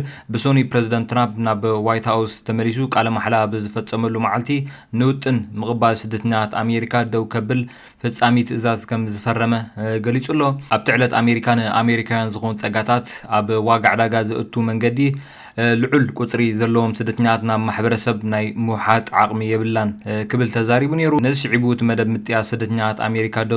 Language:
Tigrinya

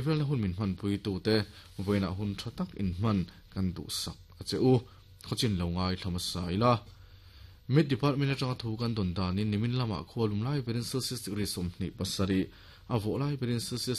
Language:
Mizo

